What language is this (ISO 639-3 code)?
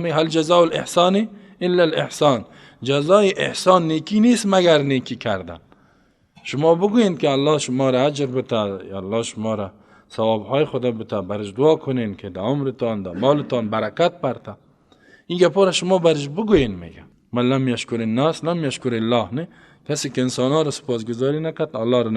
fas